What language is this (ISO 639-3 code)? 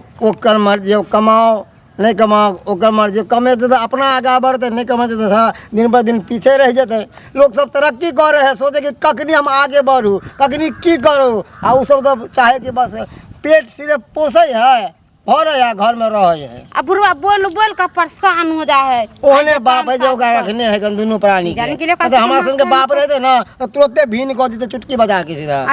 mai